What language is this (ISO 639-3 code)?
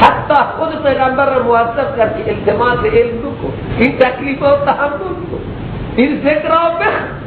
fas